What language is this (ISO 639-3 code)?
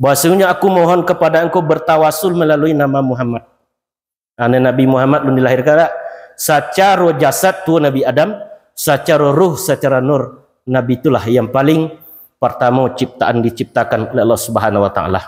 min